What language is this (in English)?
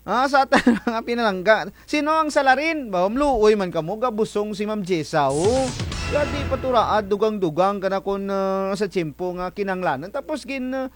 Kinaray-a